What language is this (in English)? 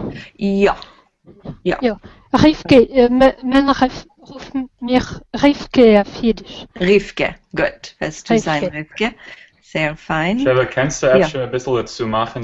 Yiddish